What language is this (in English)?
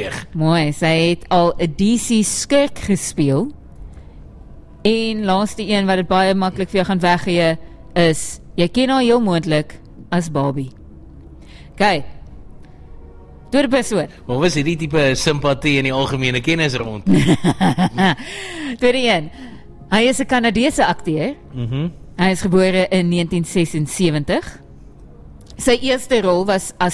Afrikaans